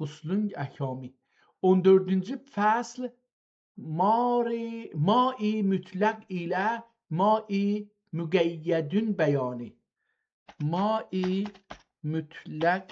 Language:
South Azerbaijani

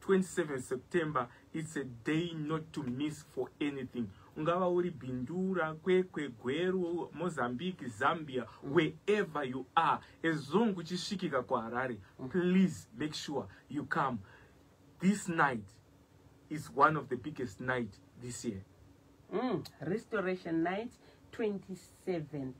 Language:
Shona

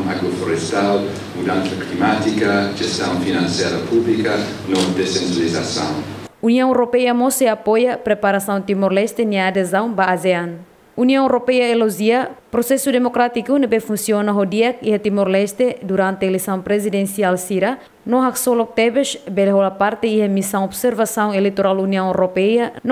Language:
Tetum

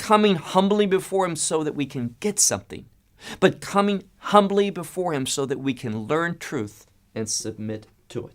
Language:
English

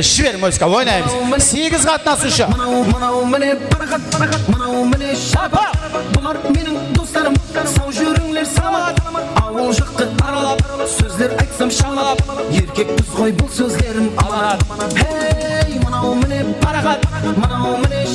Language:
Kara-Kalpak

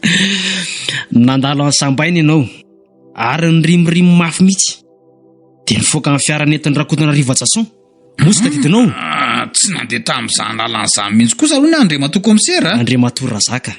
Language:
Malagasy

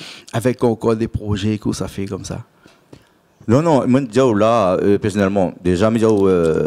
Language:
Réunion Creole French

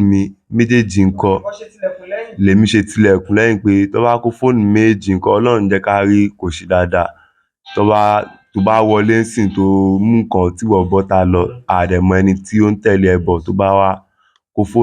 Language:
Yoruba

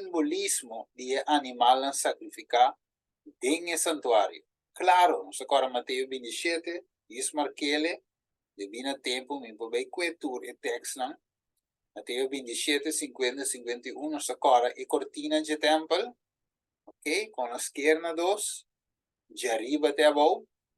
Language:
Papiamento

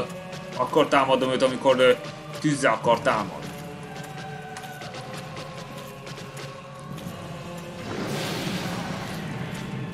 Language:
Hungarian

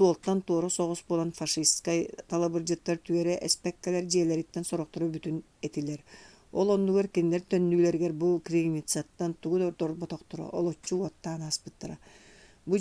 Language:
Yakut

